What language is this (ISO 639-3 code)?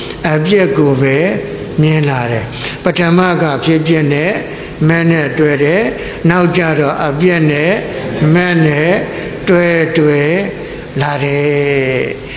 mya